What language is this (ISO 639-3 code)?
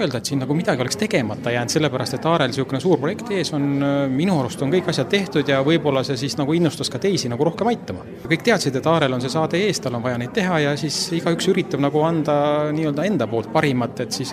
est